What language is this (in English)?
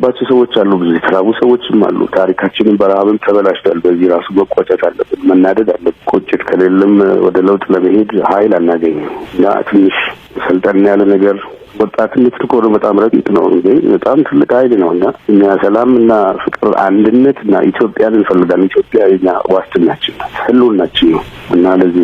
Amharic